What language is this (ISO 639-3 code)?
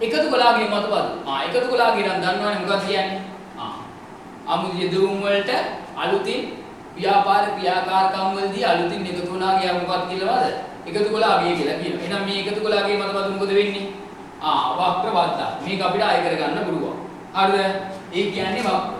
sin